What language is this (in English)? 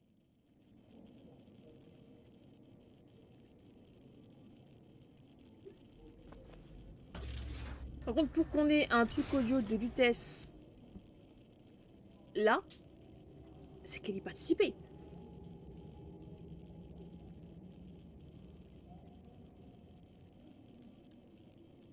French